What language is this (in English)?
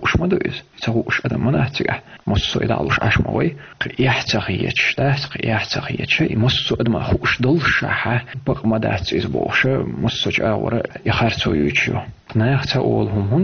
Chechen